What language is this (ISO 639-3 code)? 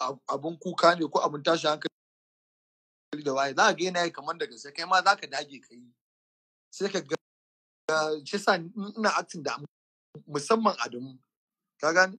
hau